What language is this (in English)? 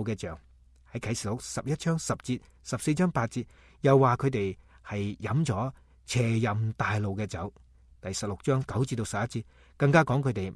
Cantonese